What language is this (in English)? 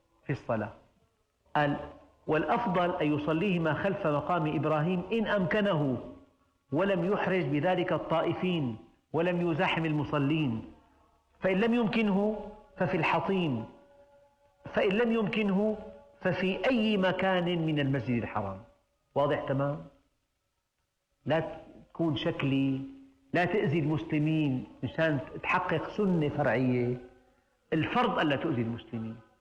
Arabic